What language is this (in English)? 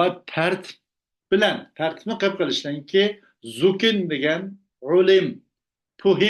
Uyghur